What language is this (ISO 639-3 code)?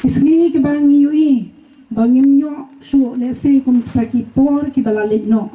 kha